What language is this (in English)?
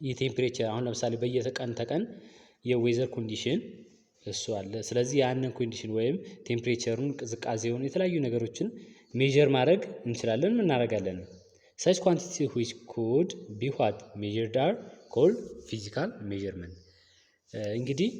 Amharic